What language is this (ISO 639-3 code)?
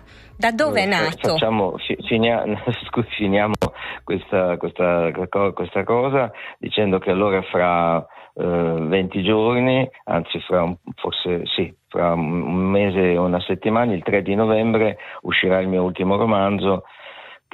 ita